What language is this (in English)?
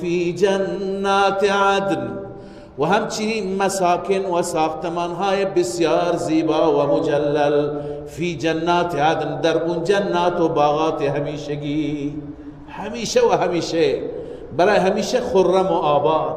Persian